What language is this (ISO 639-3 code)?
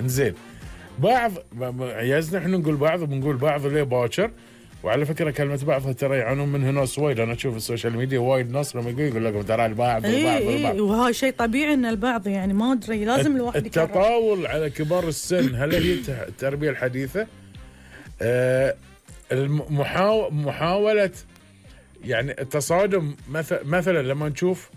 afb